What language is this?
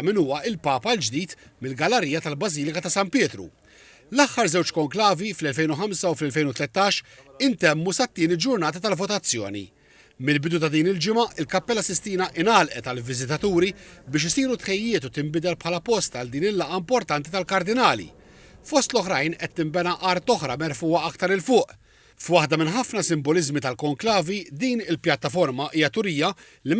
Maltese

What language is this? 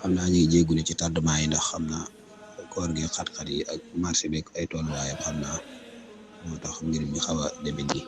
Wolof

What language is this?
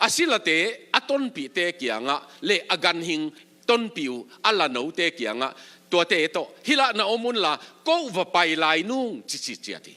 Tedim Chin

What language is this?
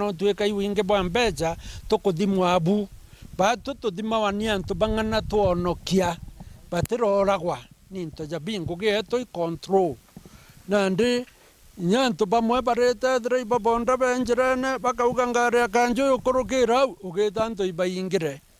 Meru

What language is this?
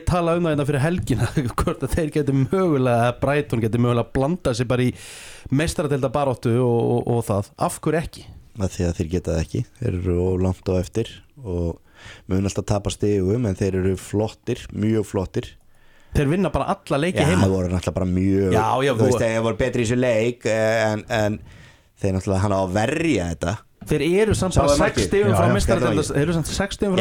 Icelandic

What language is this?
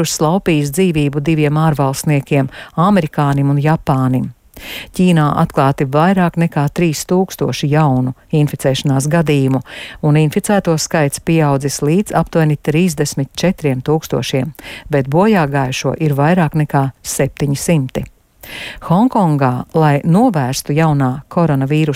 Latvian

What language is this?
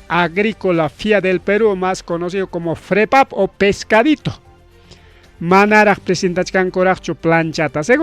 Ayacucho Quechua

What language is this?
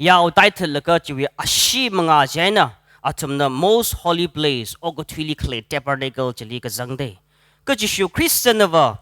Tangkhul Naga (India)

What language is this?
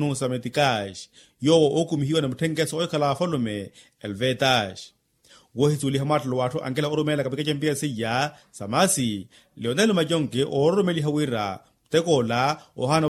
Makhuwa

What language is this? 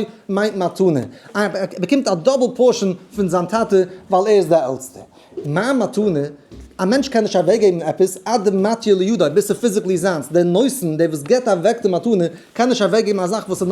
Yiddish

